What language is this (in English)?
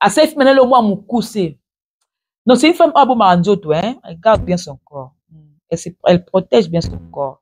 Lingala